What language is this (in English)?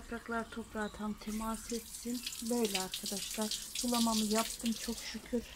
Turkish